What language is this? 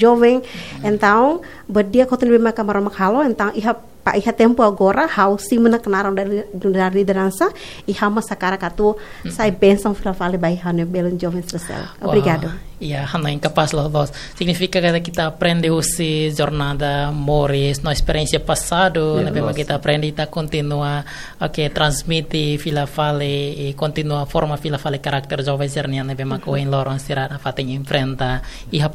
Tetum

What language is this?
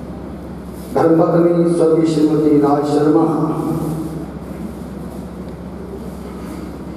Hindi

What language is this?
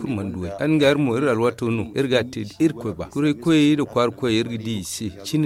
Zarma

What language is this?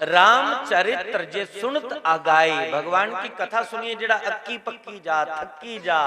Dogri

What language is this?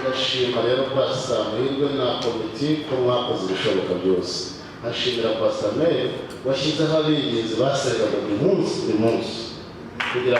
Kinyarwanda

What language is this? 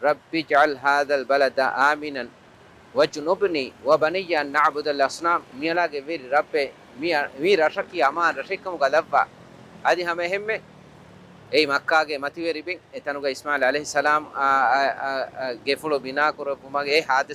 Divehi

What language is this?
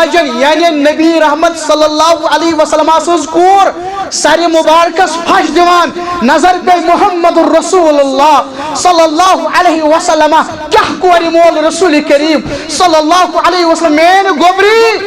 Kashmiri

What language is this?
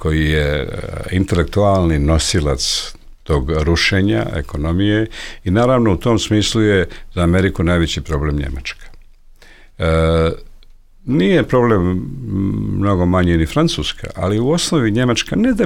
Serbian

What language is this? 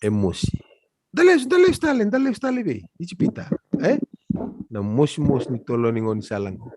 Fijian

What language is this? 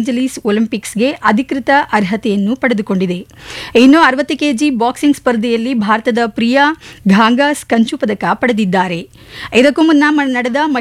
Kannada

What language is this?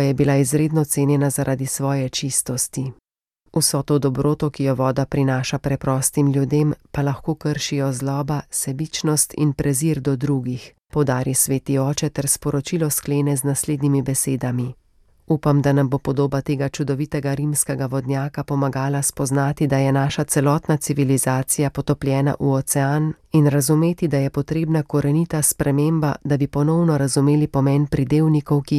Slovenian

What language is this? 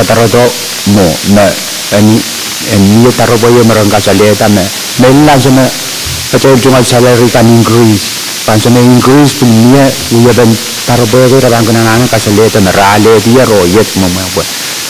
Pohnpeian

